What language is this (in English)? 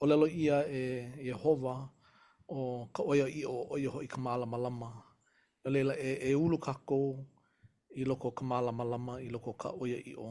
Hawaiian